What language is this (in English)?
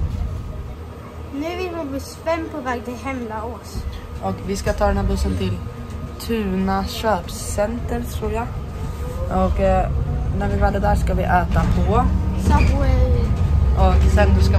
Swedish